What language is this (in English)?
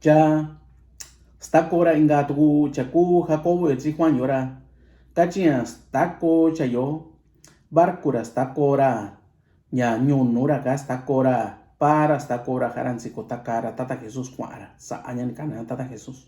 Mixtepec Mixtec